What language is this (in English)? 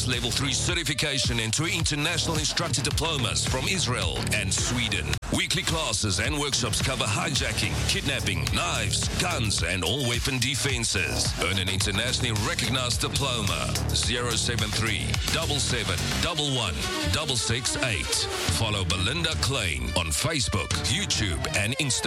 Afrikaans